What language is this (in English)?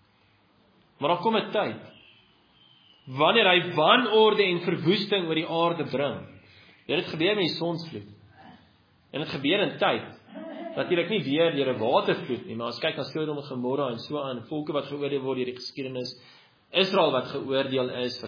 Afrikaans